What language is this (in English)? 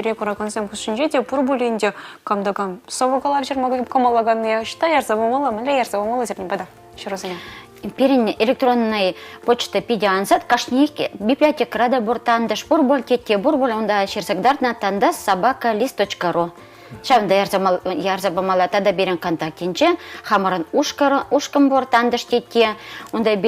Chuvash